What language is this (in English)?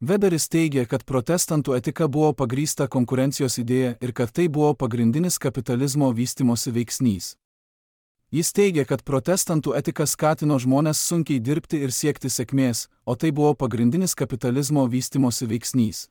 Lithuanian